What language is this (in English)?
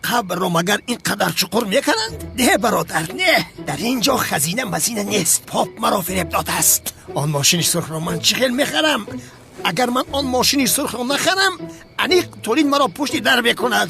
Tajik